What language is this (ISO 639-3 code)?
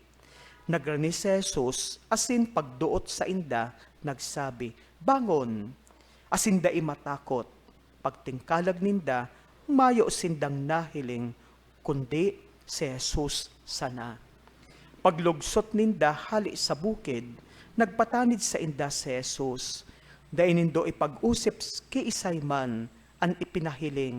bik